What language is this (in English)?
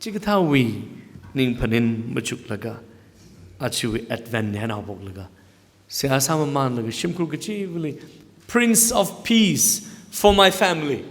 Tangkhul Naga (India)